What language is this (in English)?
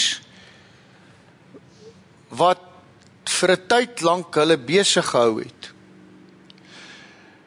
Afrikaans